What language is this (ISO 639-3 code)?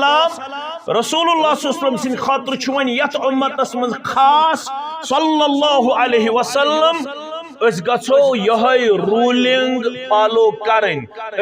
kas